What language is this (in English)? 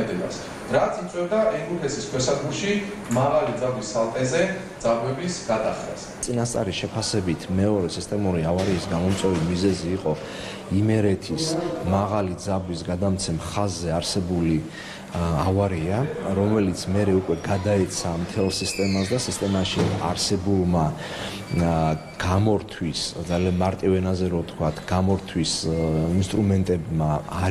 Georgian